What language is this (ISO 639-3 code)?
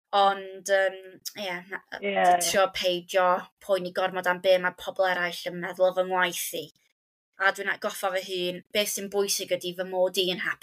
cym